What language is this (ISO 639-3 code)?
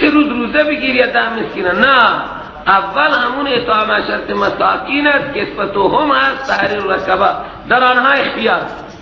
fas